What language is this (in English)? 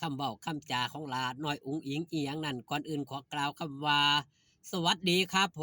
Northeastern Thai